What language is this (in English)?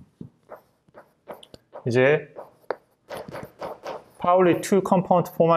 Korean